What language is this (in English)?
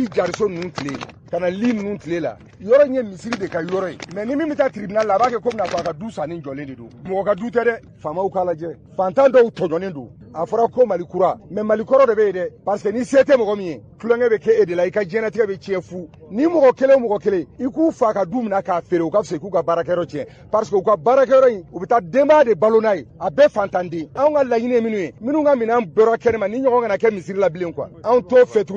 Bambara